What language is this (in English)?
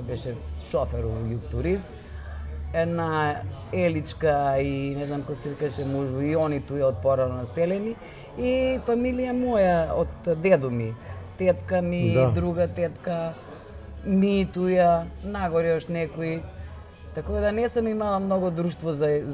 Macedonian